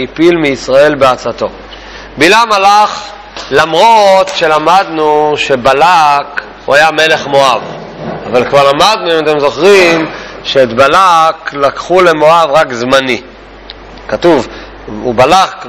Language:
Hebrew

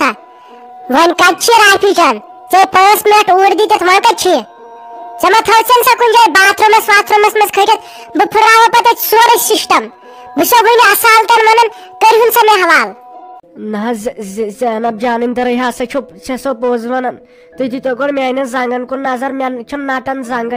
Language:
Kashmiri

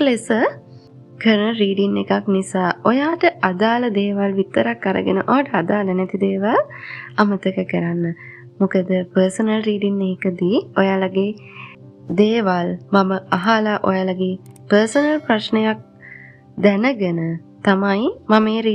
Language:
Sinhala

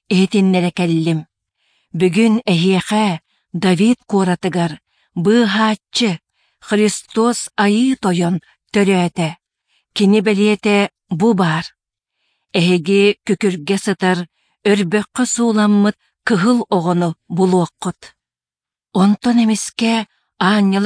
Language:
Yakut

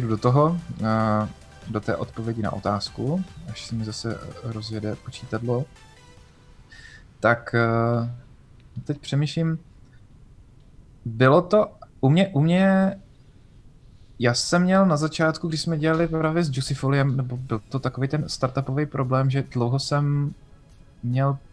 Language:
Czech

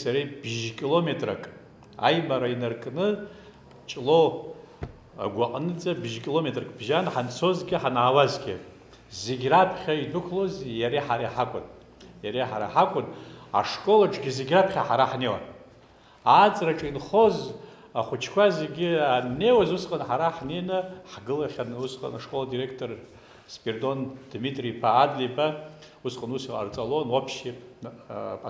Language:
Abkhazian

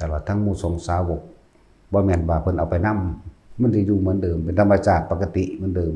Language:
Northeastern Thai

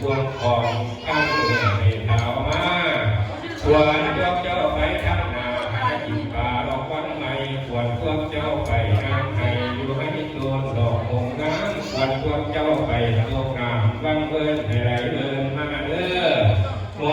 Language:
Lao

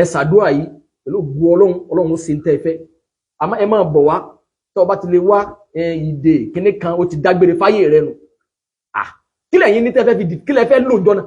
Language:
Yoruba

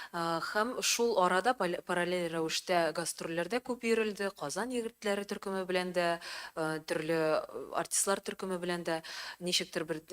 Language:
Tatar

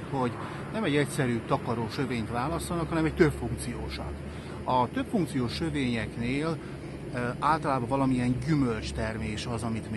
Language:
Hungarian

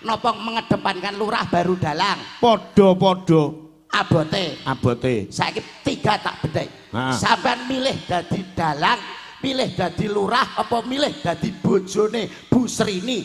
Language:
Javanese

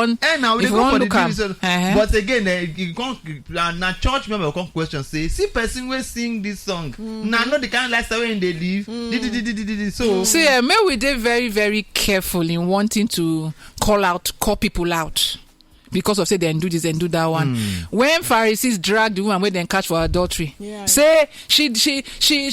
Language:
Nigerian Pidgin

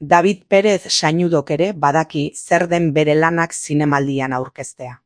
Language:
Basque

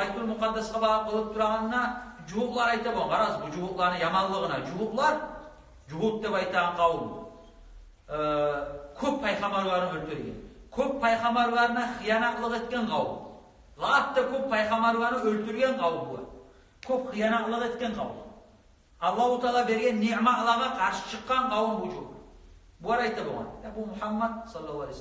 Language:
Kumyk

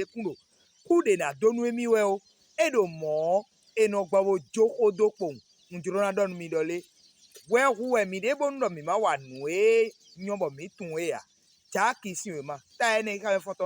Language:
Fon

